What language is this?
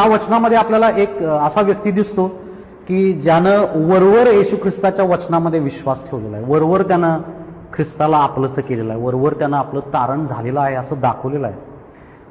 Marathi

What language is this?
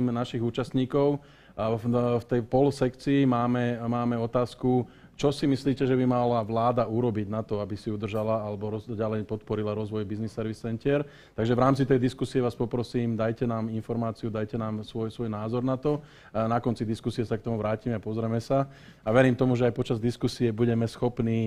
Slovak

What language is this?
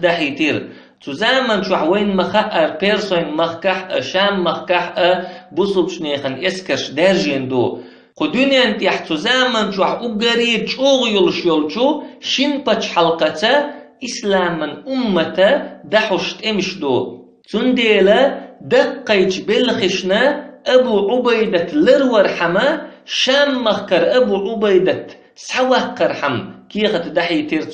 Chechen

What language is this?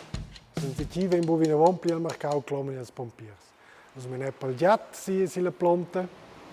Romansh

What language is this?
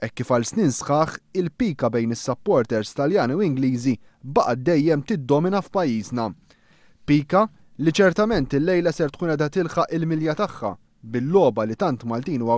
Maltese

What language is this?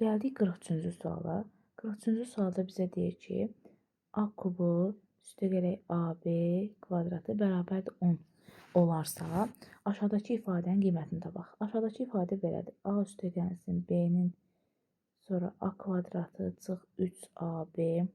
Azerbaijani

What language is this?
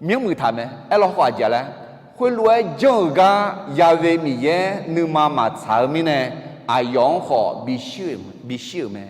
Akha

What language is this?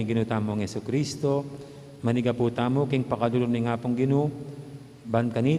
Pampanga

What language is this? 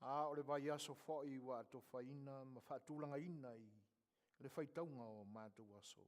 Samoan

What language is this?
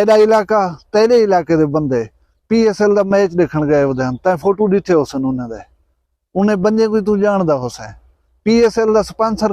Saraiki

